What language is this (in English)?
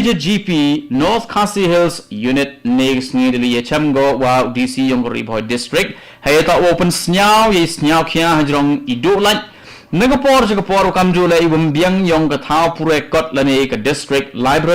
Khasi